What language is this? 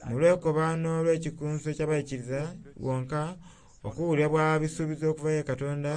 Soga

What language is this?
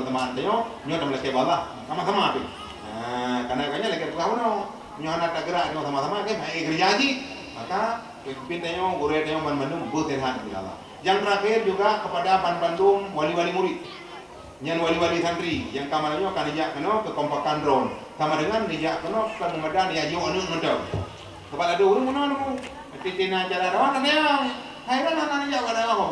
Achinese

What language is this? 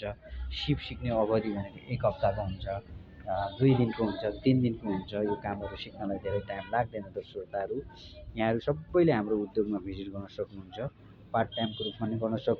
Nepali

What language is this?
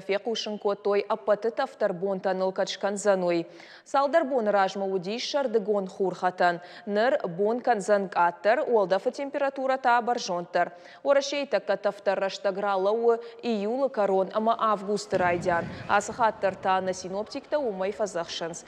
Ossetic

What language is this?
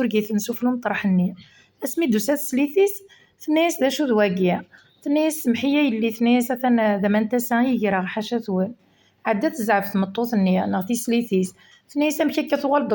Kabyle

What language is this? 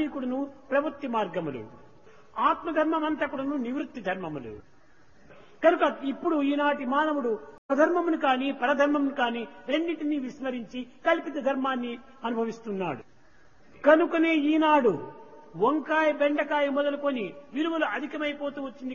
Telugu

